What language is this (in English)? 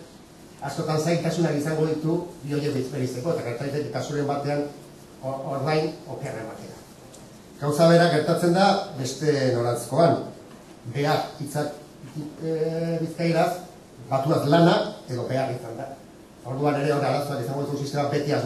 Basque